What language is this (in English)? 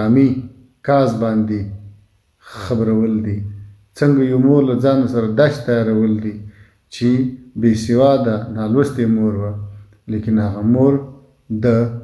Pashto